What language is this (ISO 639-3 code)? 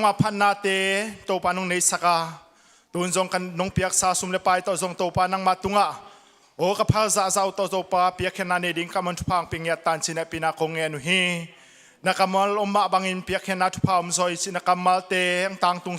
ctd